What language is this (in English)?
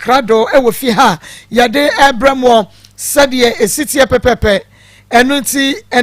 Akan